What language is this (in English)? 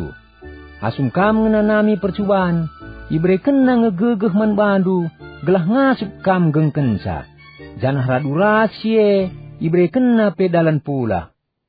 Batak Karo